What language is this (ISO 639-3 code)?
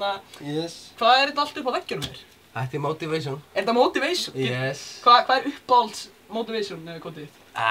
isl